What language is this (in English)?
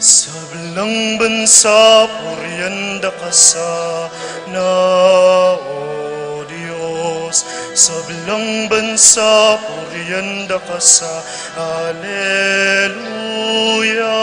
Pampanga